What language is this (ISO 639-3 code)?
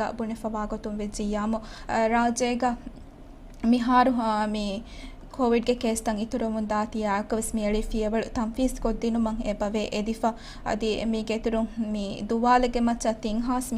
div